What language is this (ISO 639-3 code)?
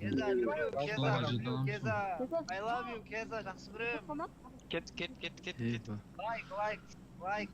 kaa